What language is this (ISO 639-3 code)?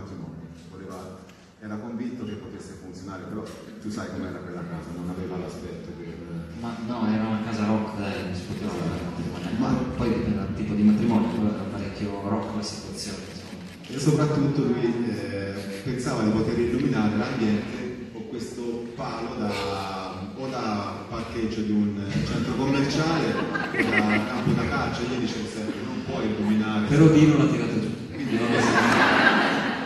ita